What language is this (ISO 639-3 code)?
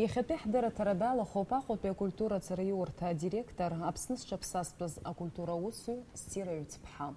abk